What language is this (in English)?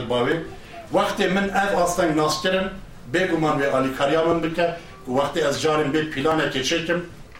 Kurdish